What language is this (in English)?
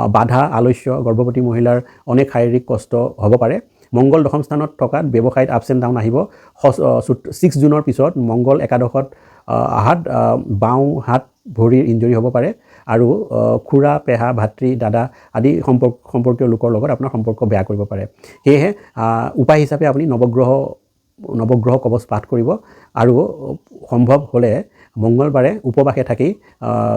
Assamese